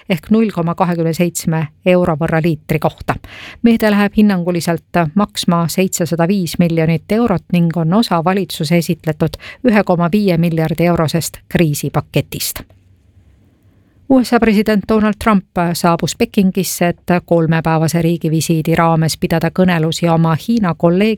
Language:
Estonian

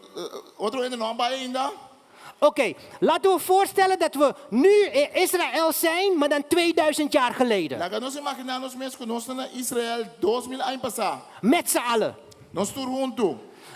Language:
Papiamento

